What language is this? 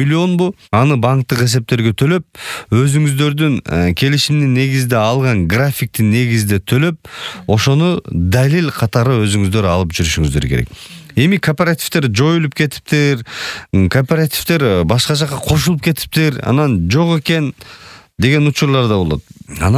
Kyrgyz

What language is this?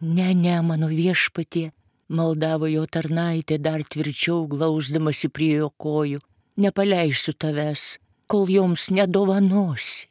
Lithuanian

